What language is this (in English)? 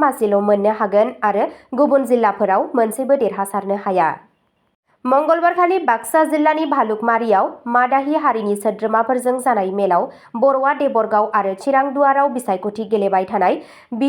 Bodo